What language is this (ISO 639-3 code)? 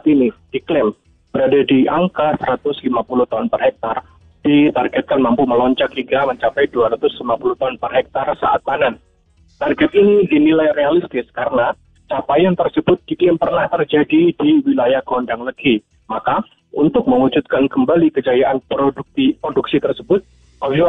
ind